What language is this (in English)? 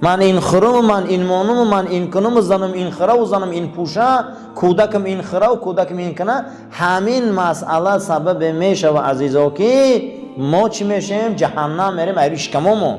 Tajik